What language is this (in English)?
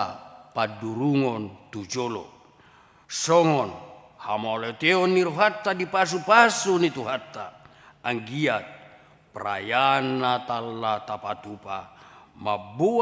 Batak Toba